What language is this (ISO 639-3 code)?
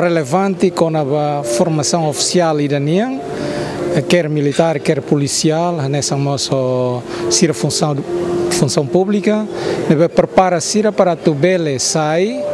tet